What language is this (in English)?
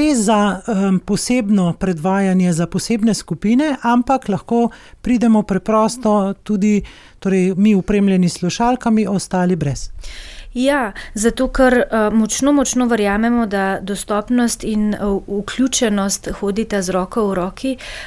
Slovenian